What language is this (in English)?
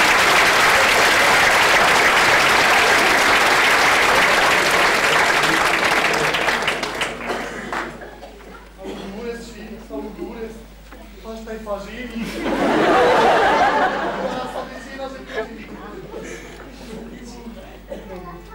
Italian